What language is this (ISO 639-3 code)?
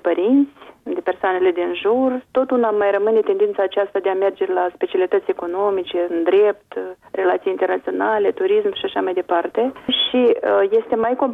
ron